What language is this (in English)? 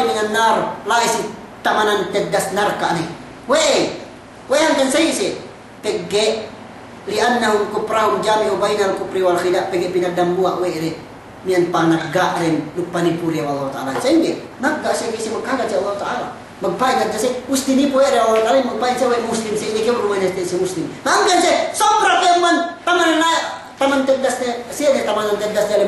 Yakan